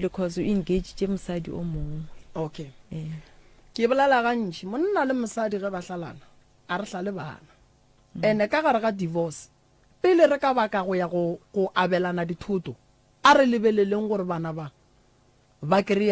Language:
Northern Sotho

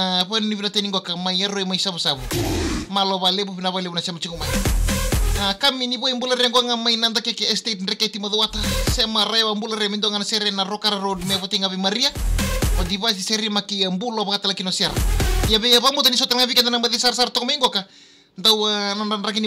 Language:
Fijian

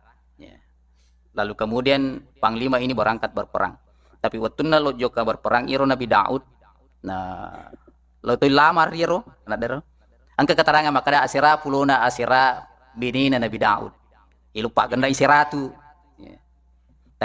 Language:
Buginese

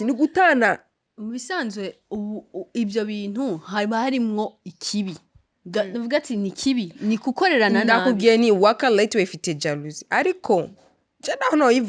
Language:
Rundi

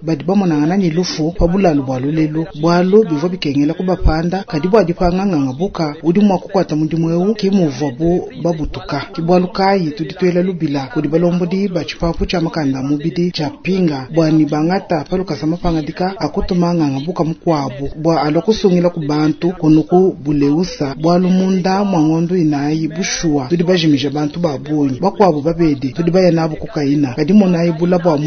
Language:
Luba-Lulua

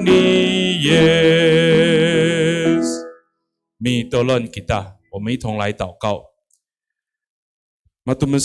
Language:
Amis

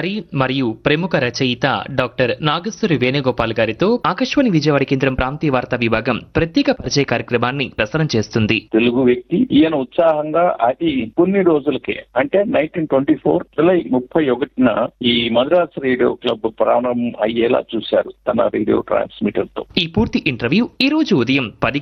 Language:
Telugu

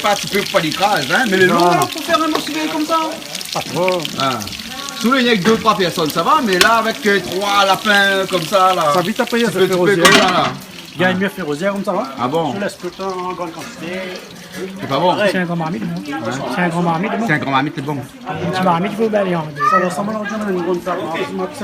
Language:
Réunion Creole French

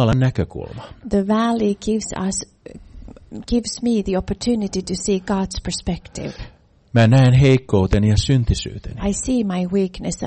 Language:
Finnish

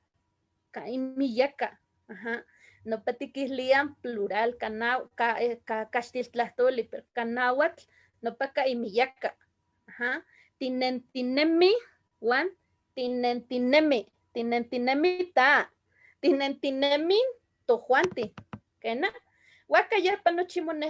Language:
Eastern Huasteca Nahuatl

